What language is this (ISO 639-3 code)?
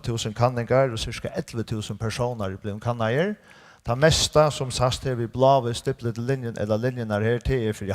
fao